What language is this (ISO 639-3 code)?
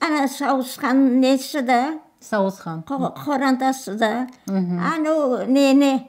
crh